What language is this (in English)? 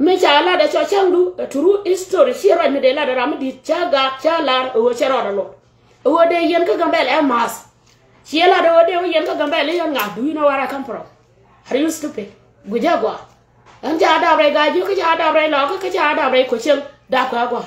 Nuer